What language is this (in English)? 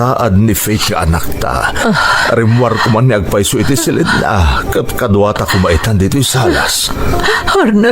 Iloko